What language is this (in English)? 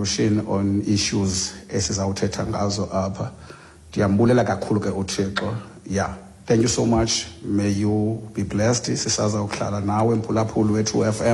Xhosa